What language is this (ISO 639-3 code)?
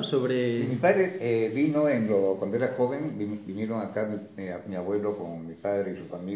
spa